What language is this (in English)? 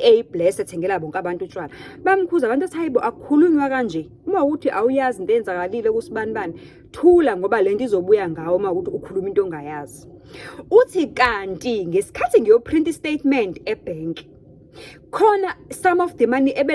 Zulu